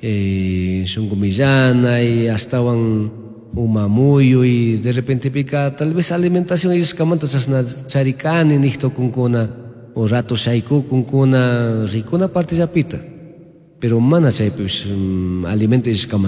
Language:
Chimborazo Highland Quichua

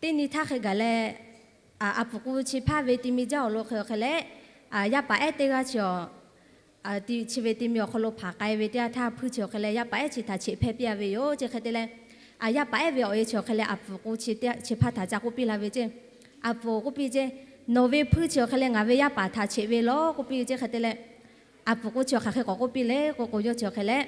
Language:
Lahu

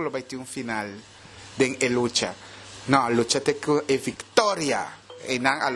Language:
Papiamento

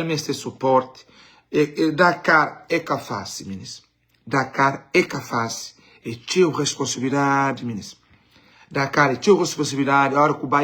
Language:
Kabuverdianu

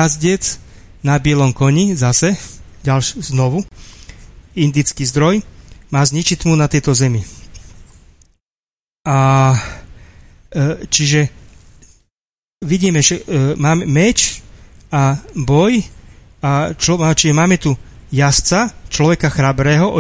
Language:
Slovak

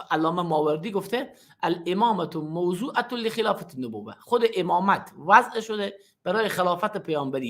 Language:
Persian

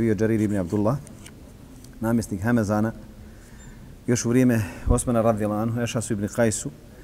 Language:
Bosnian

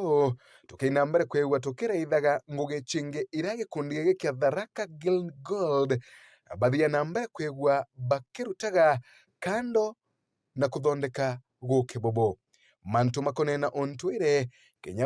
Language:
Meru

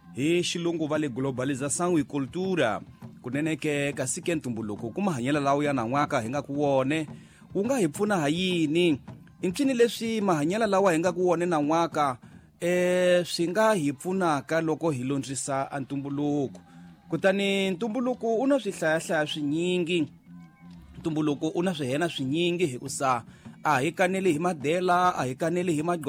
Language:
Tsonga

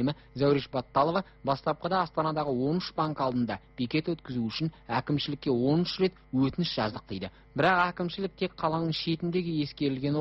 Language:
Kazakh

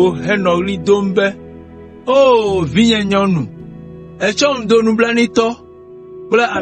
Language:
Ewe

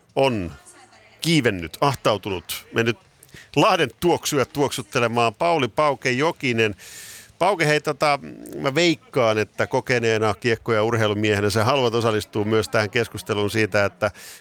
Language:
Finnish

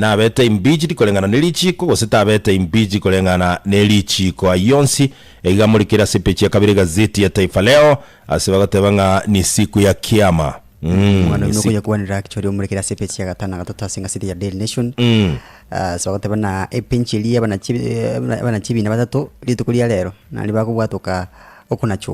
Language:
Gusii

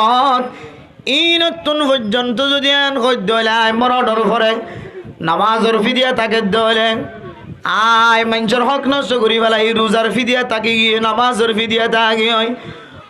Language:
Rohingya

